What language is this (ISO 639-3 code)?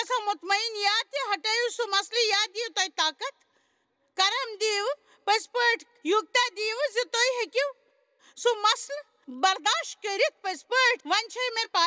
kas